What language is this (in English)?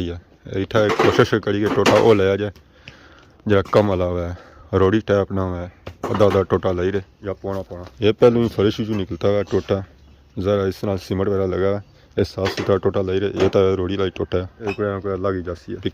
Pahari-Potwari